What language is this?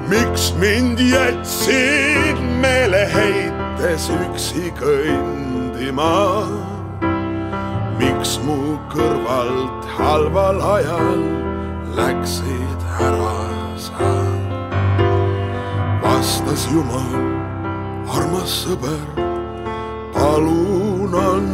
Estonian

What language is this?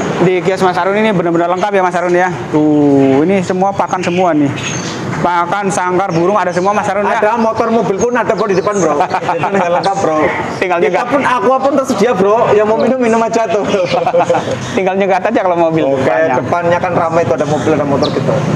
Indonesian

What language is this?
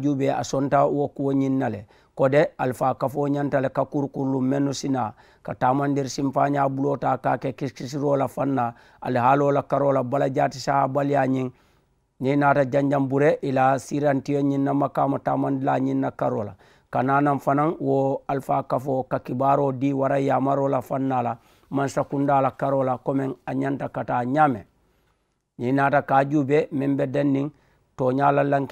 Mandingo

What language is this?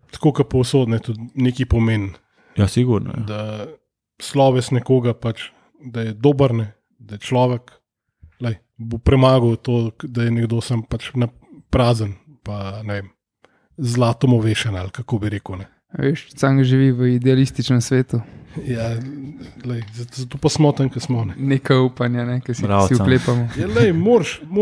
Slovenian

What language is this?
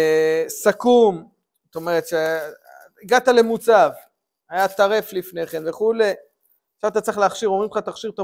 Hebrew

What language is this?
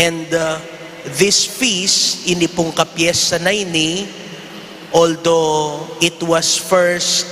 Pampanga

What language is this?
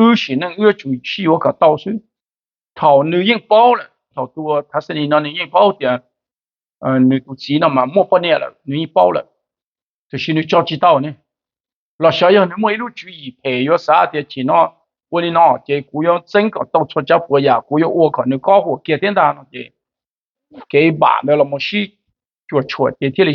Hmong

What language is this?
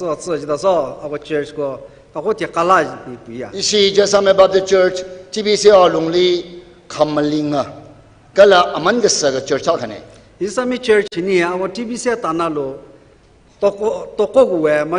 Tangkhul Naga (India)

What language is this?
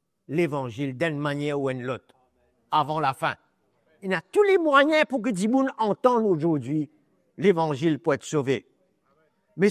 Morisyen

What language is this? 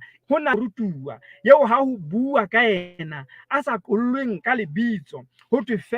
Southern Sotho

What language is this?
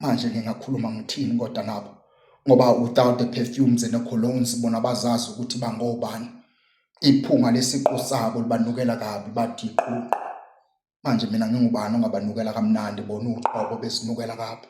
Zulu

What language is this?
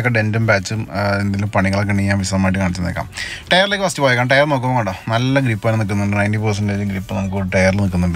Malayalam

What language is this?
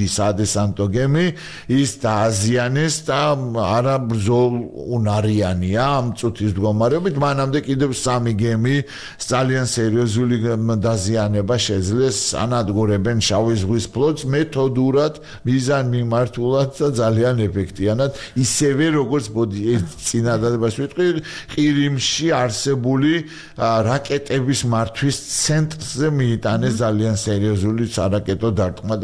Georgian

